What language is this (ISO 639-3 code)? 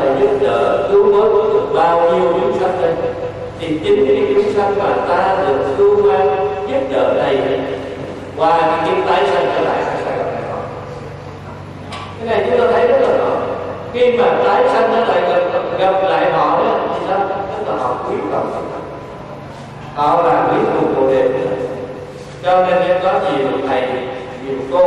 vie